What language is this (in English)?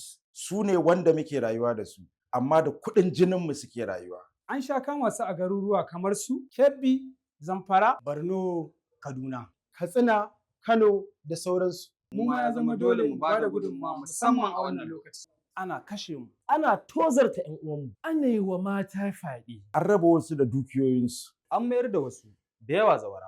Hausa